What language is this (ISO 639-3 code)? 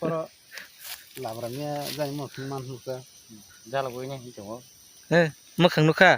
trp